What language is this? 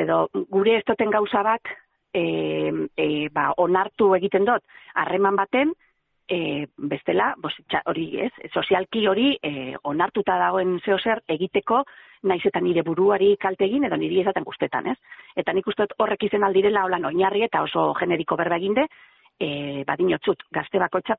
Basque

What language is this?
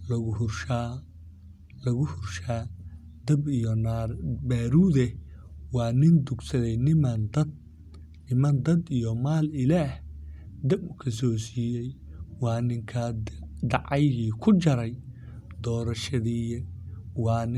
Somali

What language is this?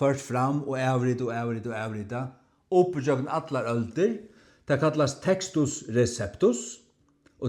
Faroese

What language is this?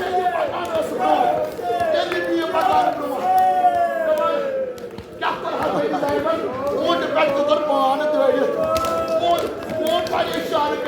Kashmiri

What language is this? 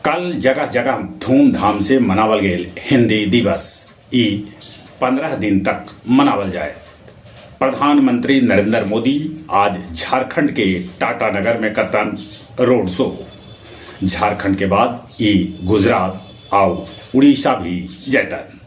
Magahi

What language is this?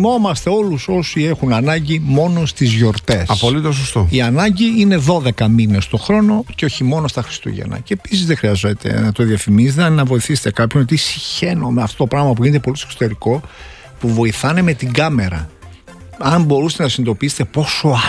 Greek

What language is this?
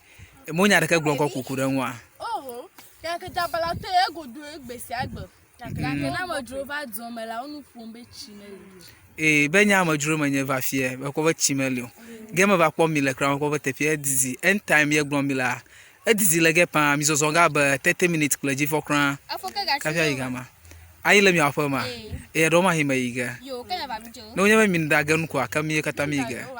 Ewe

